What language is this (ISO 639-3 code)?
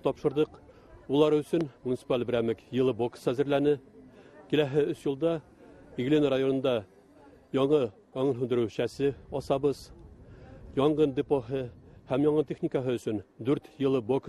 bak